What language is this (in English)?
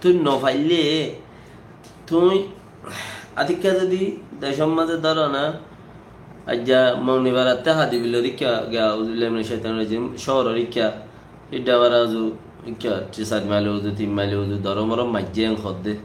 Rohingya